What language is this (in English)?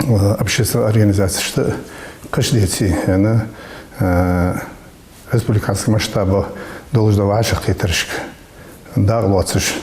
Ingush